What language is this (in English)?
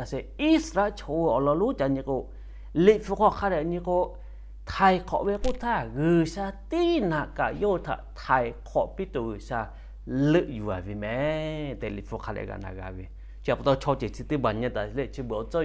Lahu